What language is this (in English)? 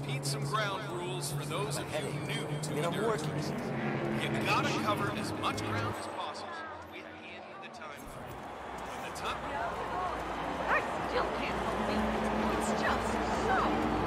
English